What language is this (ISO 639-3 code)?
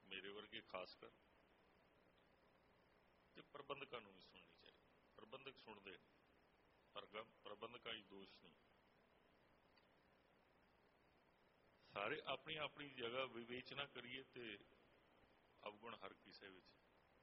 pan